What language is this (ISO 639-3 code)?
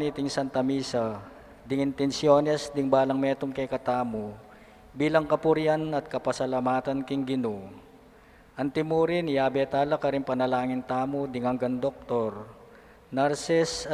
pam